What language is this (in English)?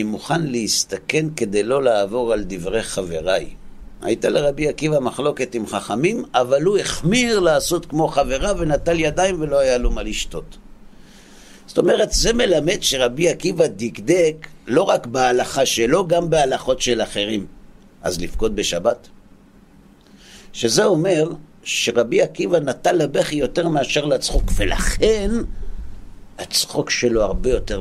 Hebrew